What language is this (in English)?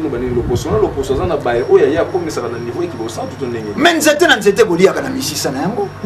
Lingala